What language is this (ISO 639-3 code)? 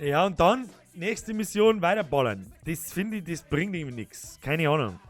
bar